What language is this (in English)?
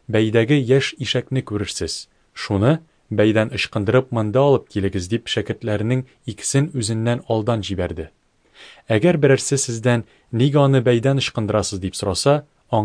Tatar